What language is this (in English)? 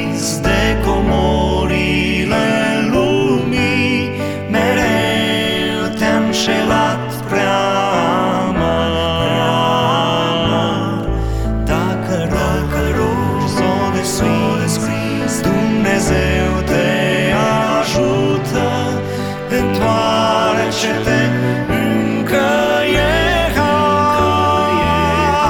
Romanian